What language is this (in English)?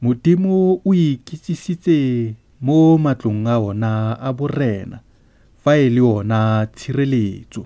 Tswana